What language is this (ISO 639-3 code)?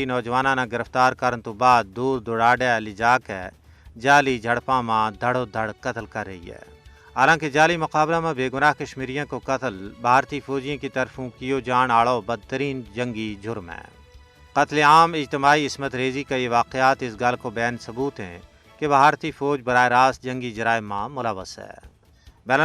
gju